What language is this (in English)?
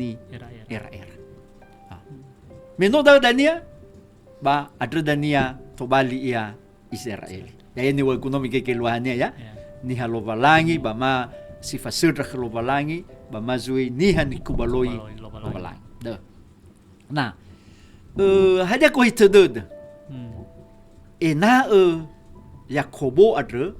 Nias